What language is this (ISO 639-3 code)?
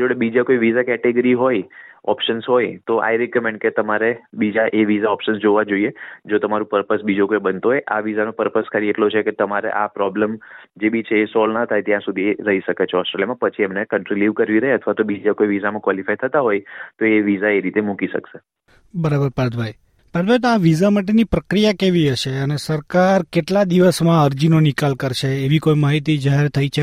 guj